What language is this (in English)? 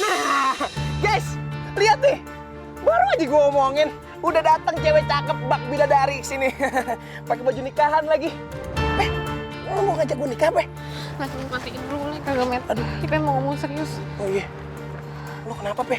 Betawi